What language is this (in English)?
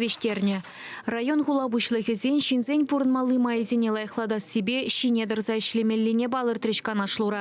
Chuvash